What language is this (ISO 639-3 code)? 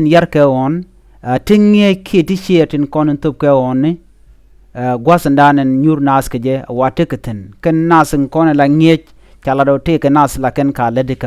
nus